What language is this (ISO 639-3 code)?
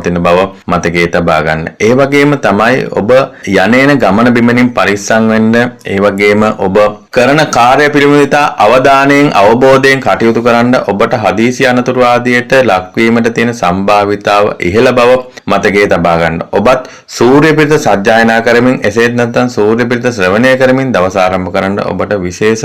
sin